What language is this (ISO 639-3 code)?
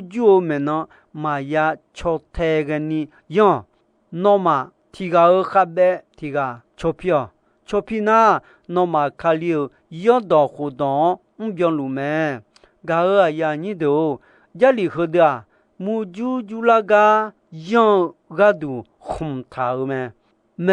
ahk